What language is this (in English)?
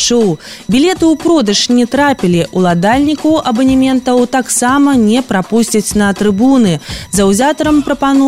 Belarusian